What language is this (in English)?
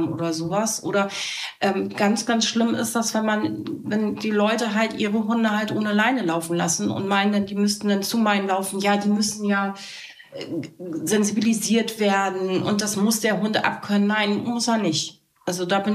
German